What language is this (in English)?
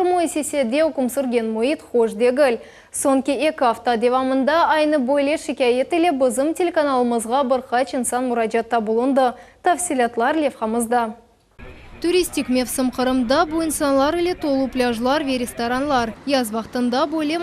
Crimean Tatar